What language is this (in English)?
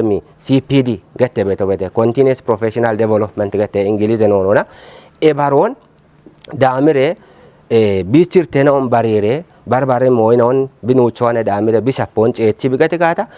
Kafa